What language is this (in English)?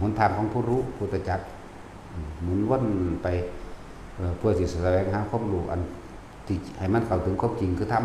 Northeastern Thai